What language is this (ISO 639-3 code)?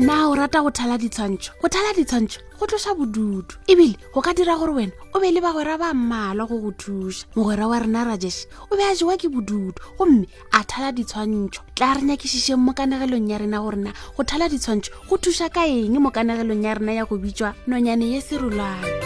nso